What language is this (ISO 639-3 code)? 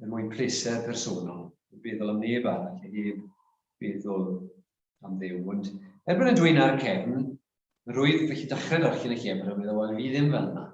cym